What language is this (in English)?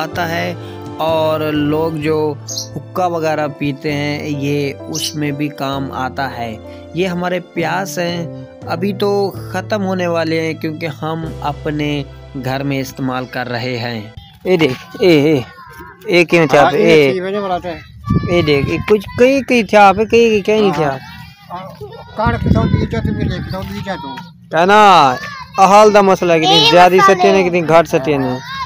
Saraiki